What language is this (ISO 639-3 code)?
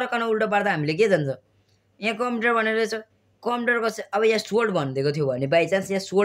nep